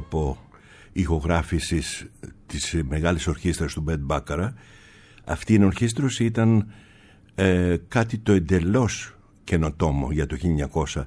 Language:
Greek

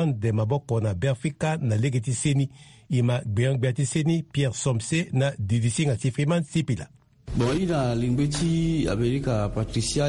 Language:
Sango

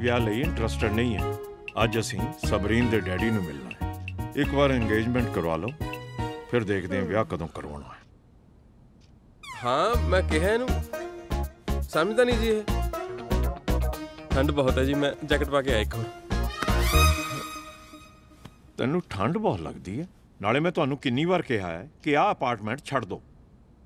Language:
Punjabi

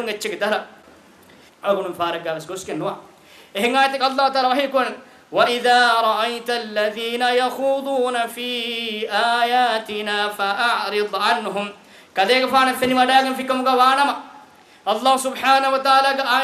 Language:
Divehi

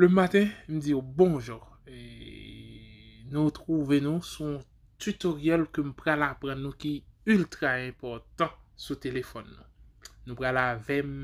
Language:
Haitian Creole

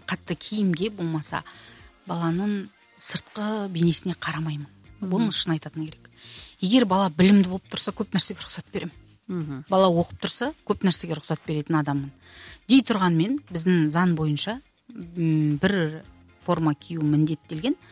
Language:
Kazakh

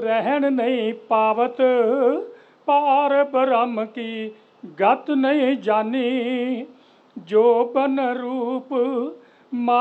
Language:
Punjabi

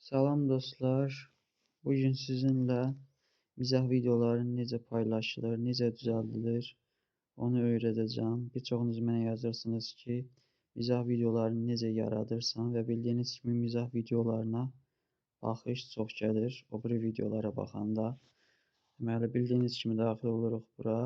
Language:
Azerbaijani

